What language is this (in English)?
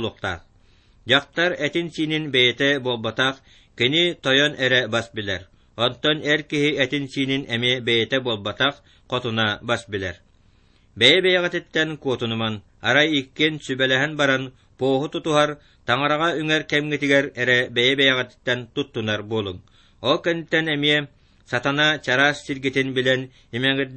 Yakut